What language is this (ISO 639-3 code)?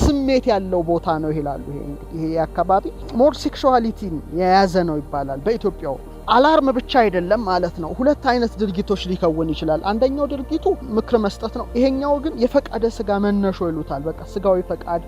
amh